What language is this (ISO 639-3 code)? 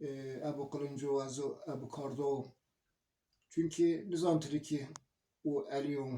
zza